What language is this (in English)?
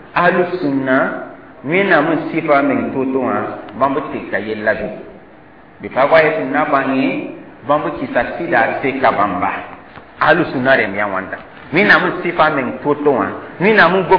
Mossi